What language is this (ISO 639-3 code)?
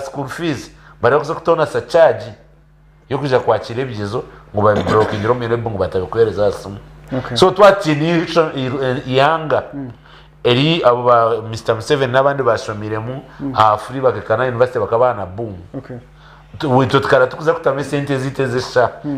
nyn